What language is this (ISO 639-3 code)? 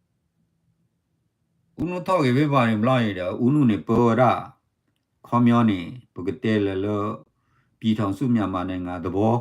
ksw